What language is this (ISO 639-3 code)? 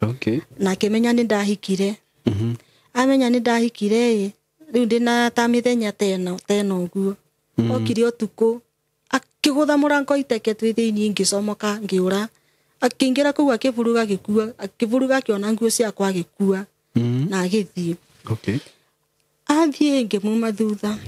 kik